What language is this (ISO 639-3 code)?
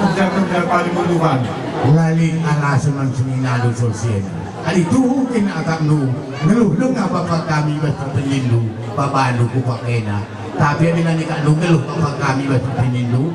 btx